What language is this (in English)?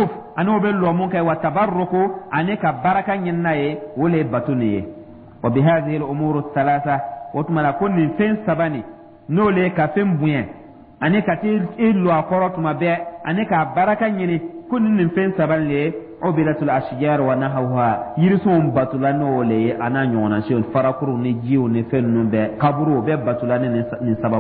Dyula